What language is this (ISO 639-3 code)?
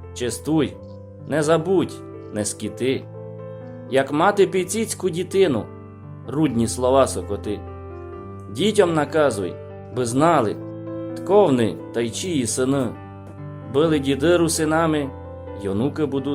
rue